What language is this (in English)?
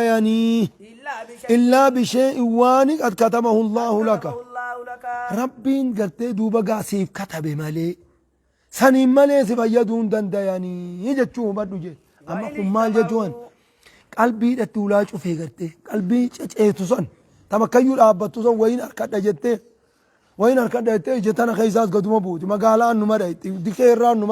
Oromo